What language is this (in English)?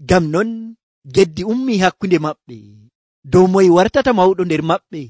Nigerian Fulfulde